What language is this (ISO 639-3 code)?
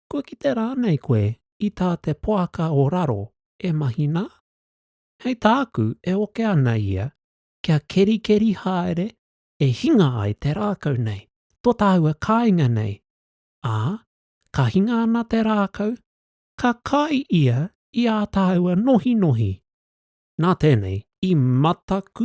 mri